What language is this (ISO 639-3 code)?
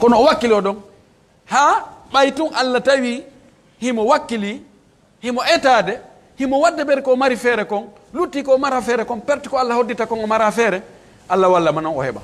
ful